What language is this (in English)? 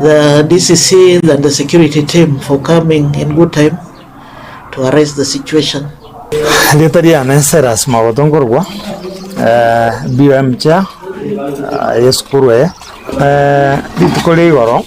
Gusii